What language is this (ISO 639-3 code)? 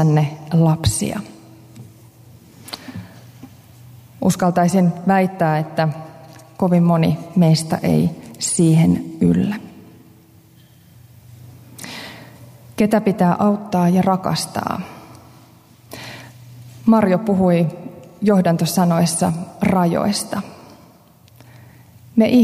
fin